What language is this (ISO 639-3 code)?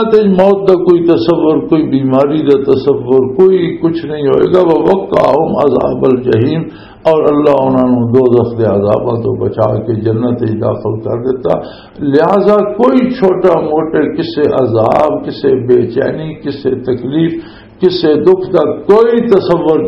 lah